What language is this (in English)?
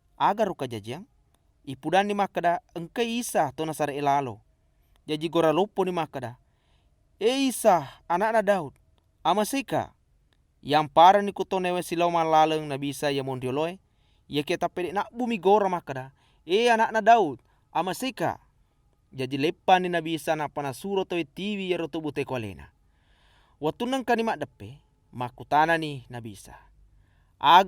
Buginese